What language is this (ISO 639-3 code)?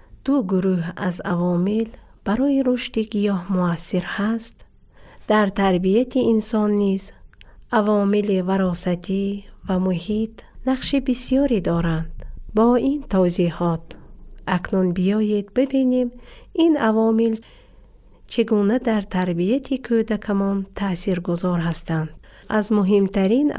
tgk